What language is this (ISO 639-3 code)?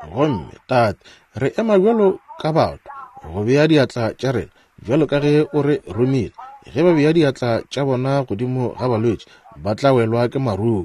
nso